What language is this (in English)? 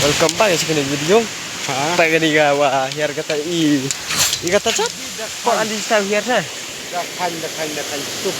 Khasi